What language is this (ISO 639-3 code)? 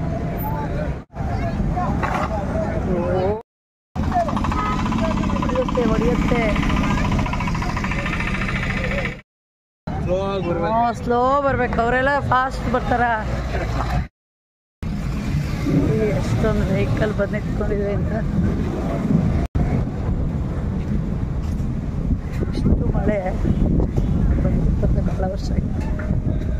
kan